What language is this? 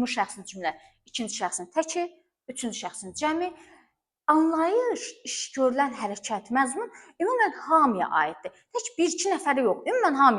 Azerbaijani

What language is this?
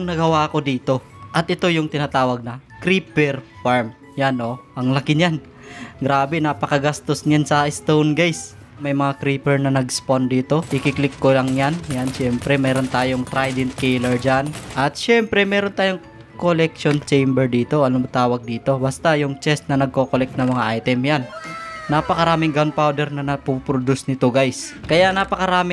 Filipino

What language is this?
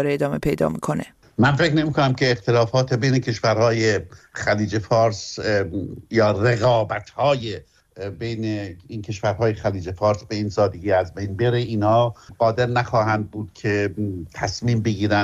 Persian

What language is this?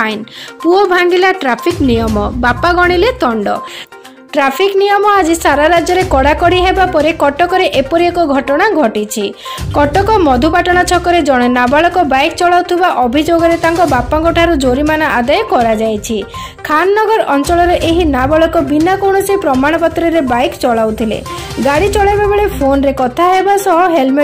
Odia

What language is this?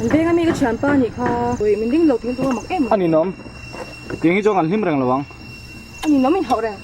Mizo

